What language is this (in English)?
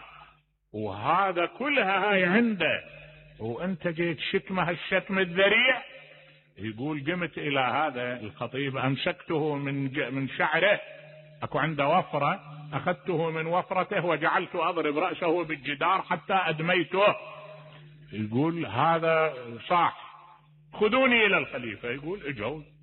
Mesopotamian Arabic